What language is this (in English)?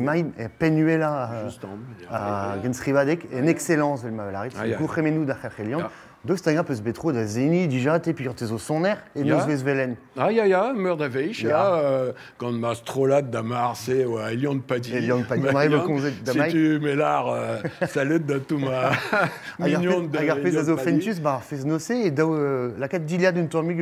Breton